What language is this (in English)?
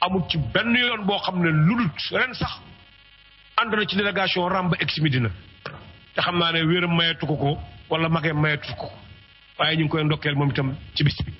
Wolof